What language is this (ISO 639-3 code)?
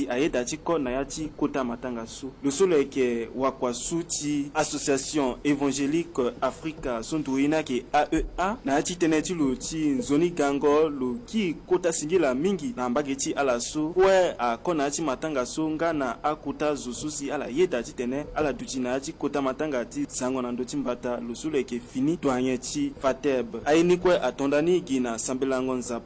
sag